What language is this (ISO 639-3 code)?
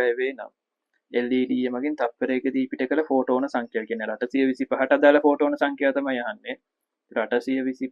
sin